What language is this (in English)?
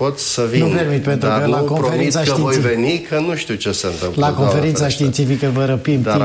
Romanian